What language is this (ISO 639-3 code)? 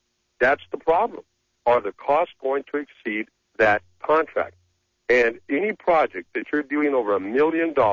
eng